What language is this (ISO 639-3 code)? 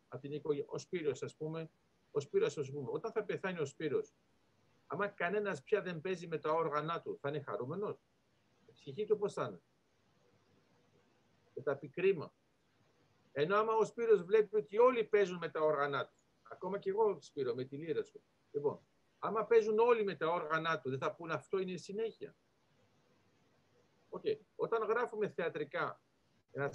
ell